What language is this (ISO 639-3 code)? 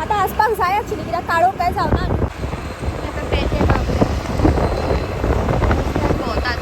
kok